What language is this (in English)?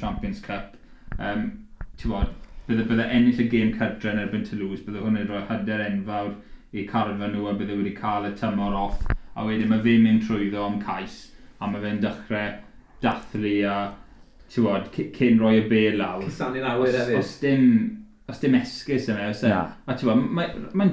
Welsh